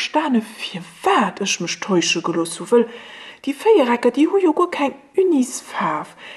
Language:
Luxembourgish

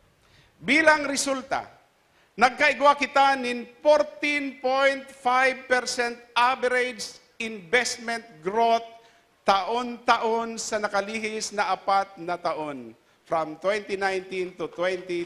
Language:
Bikol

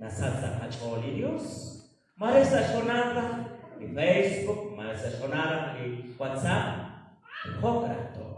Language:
Kekchí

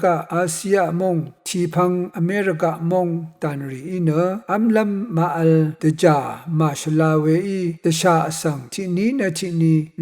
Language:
Rawang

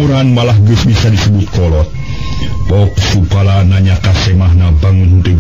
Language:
Sundanese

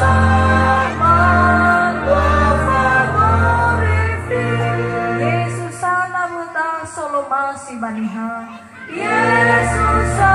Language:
Nias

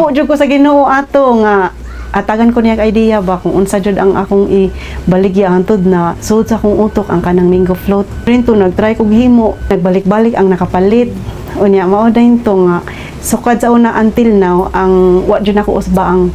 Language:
Cebuano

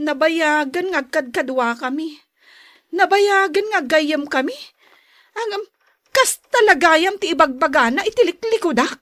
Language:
Iloko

